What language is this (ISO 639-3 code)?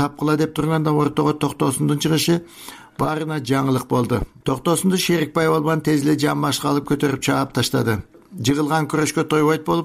kir